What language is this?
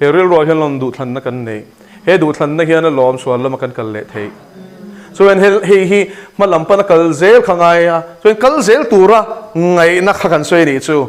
Mizo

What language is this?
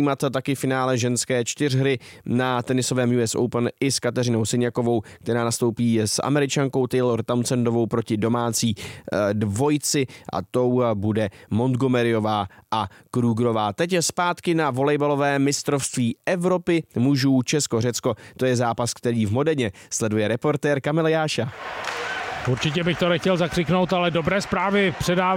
Czech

